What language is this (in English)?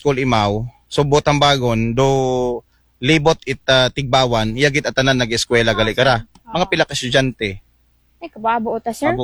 Aklanon